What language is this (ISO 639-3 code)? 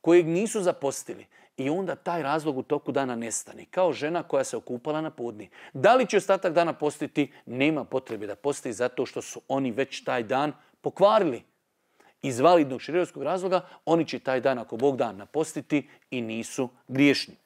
bos